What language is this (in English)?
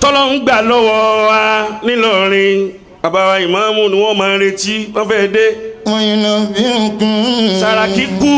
Yoruba